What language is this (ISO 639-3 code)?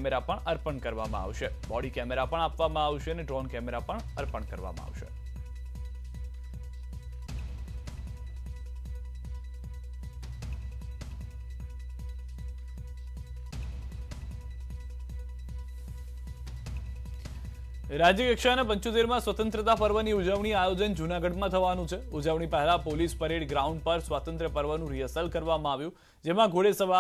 guj